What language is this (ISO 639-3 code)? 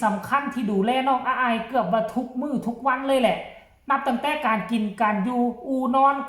tts